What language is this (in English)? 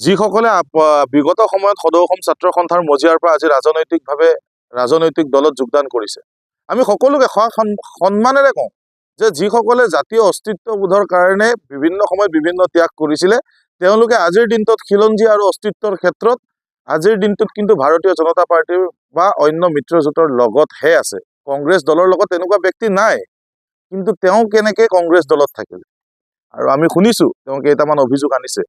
Assamese